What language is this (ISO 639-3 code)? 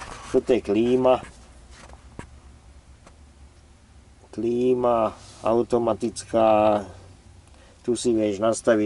slk